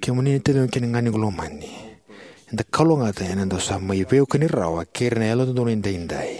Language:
Fijian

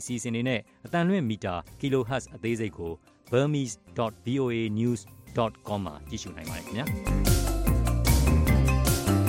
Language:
Burmese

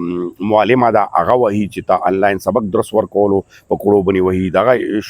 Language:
Pashto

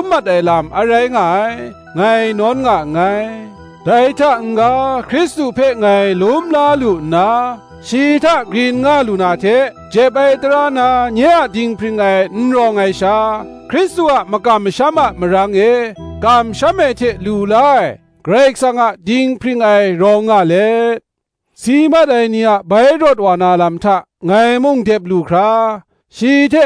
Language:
Kachin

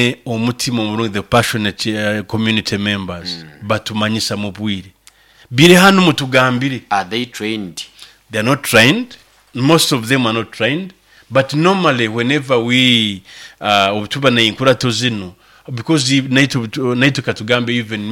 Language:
Nyoro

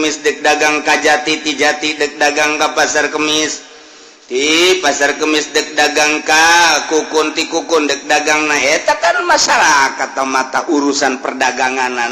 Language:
Sundanese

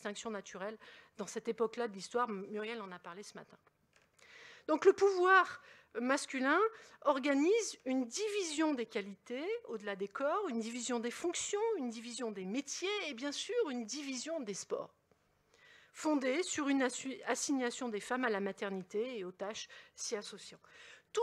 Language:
French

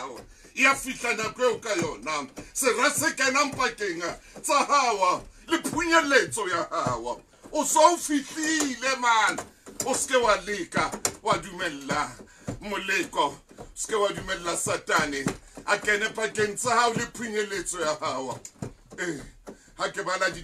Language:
Southern Sotho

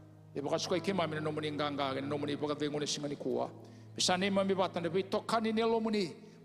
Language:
Fijian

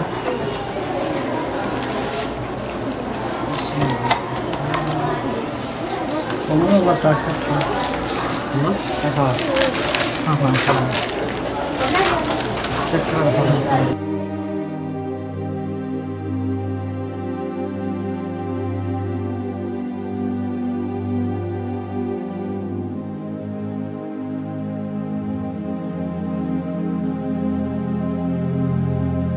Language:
Indonesian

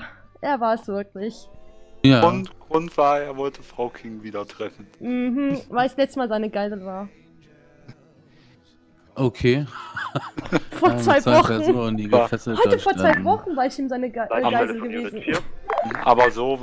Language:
German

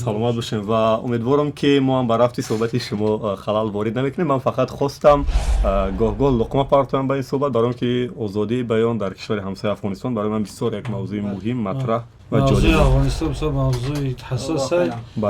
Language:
Tajik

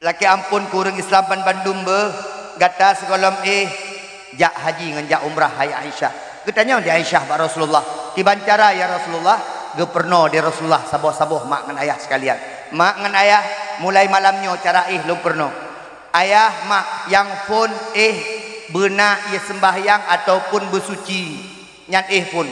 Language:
Achinese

